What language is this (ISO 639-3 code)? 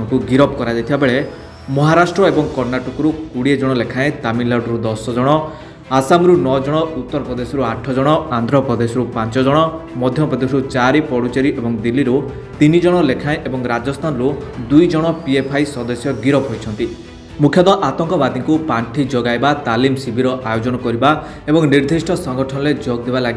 ori